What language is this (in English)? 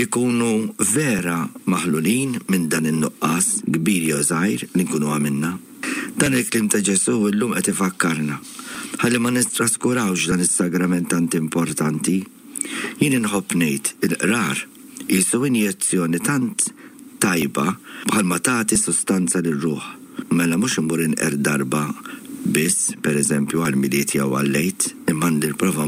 Maltese